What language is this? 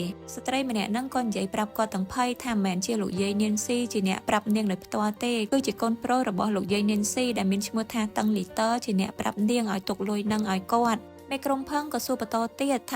Khmer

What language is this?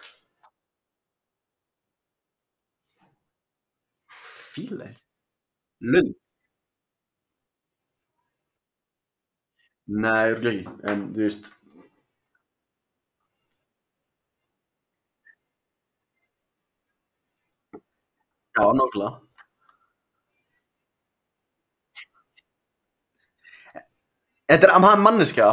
Icelandic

